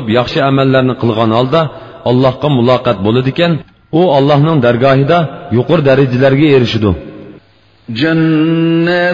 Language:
Uyghur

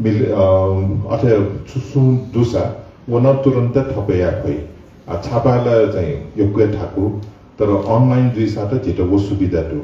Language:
Newari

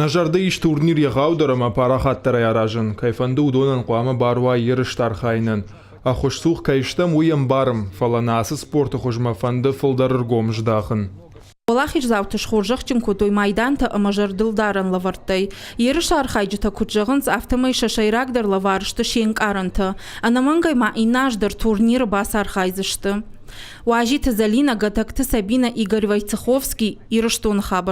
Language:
Ossetic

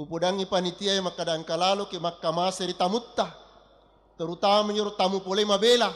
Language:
Buginese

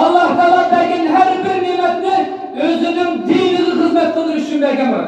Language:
Uyghur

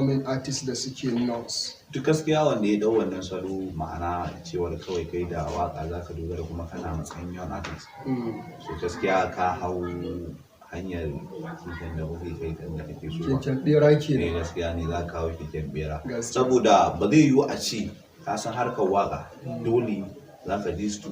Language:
Hausa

